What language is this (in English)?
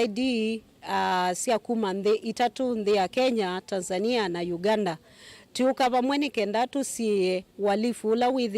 Kamba